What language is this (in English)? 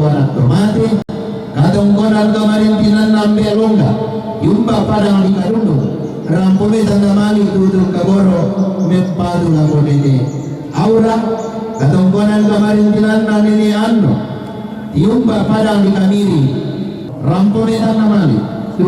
Toraja-Sa'dan